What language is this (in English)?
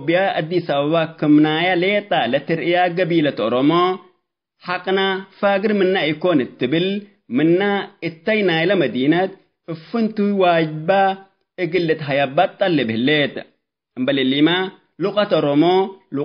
Tigre